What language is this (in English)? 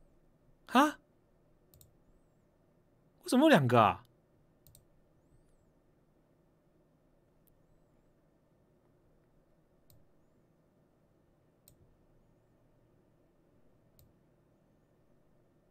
Chinese